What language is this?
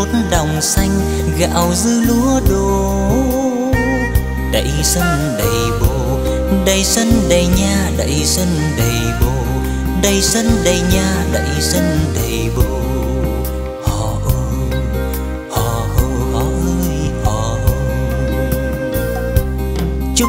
Vietnamese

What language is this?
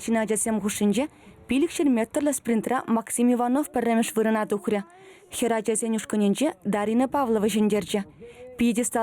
Chuvash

